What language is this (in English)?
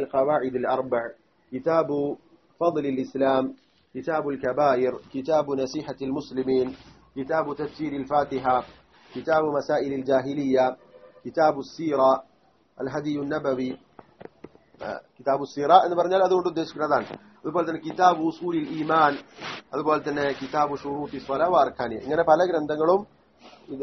Malayalam